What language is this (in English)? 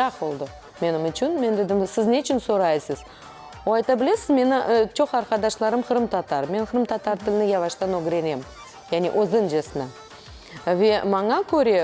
Crimean Tatar